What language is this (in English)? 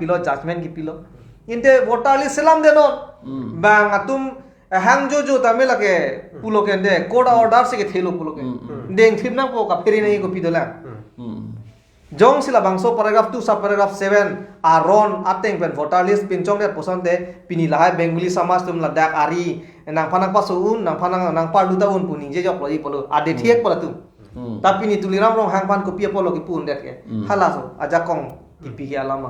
Karbi